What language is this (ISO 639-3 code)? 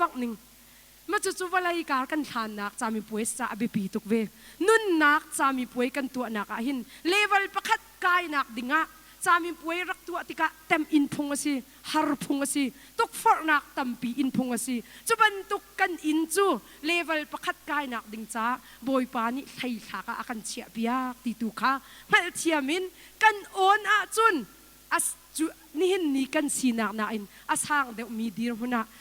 cnh